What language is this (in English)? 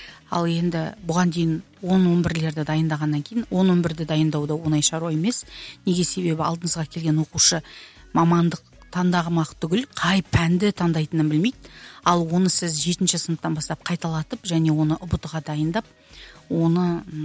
Kazakh